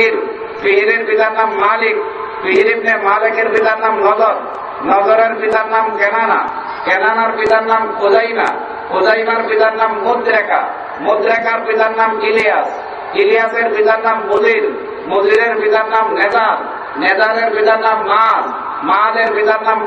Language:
Bangla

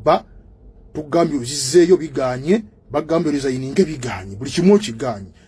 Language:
Ganda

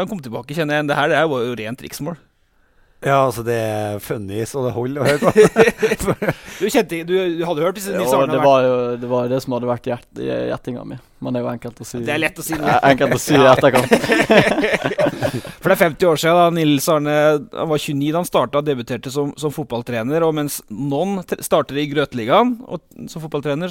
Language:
Norwegian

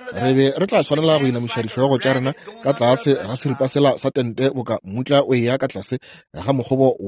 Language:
Northern Sotho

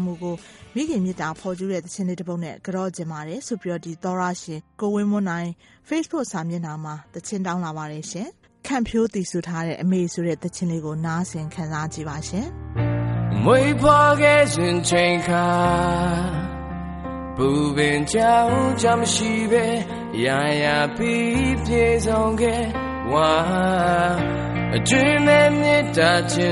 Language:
Burmese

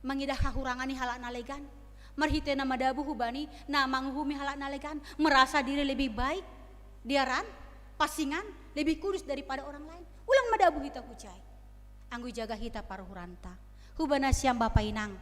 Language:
Batak Simalungun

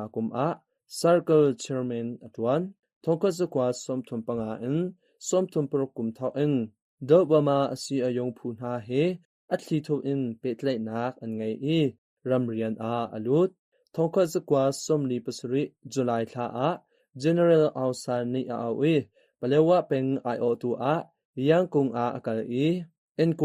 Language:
Hakha Chin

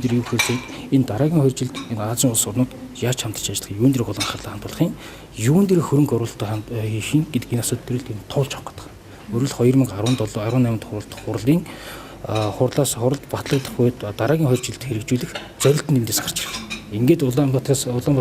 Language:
Mongolian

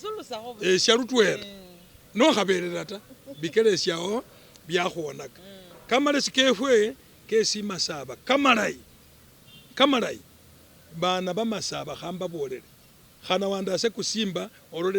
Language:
Masaaba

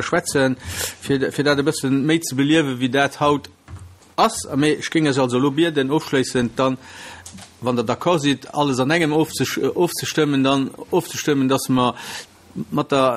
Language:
Luxembourgish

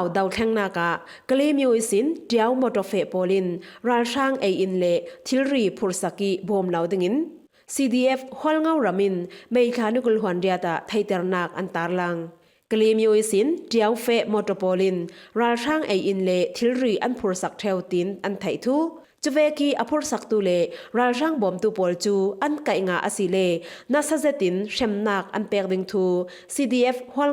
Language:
Falam Chin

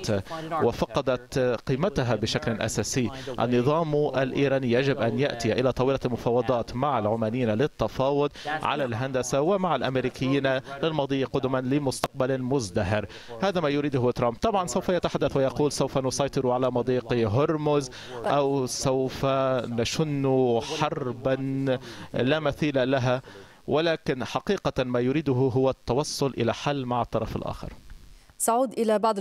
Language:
Arabic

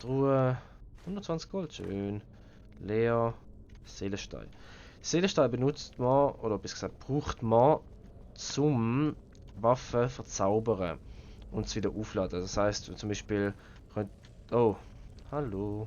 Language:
Swiss German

